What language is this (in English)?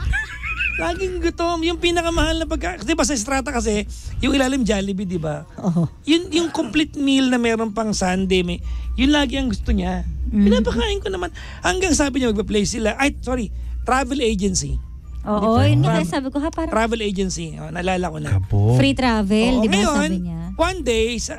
Filipino